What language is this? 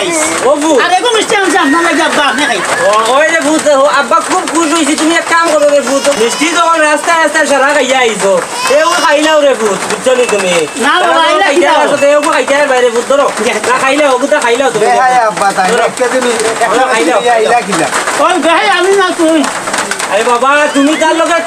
Sylheti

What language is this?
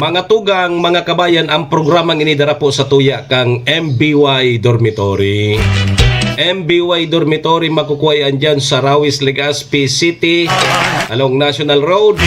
Bikol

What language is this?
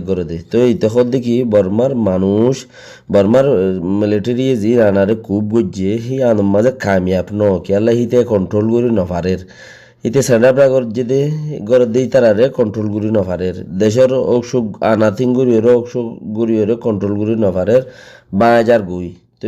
Rohingya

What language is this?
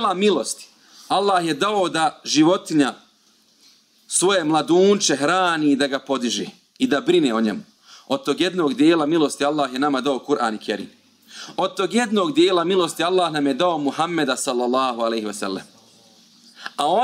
Bosnian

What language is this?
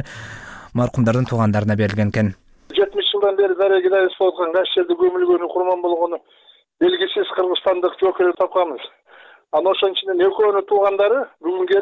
Kyrgyz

